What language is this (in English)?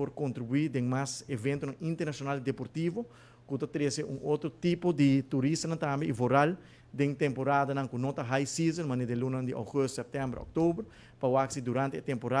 Papiamento